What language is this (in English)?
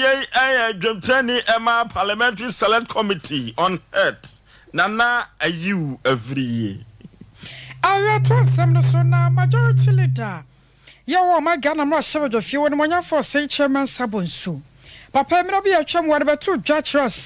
Akan